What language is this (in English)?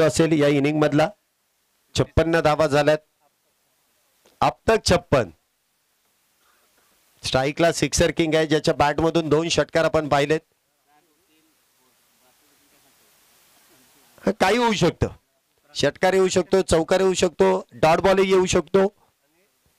Marathi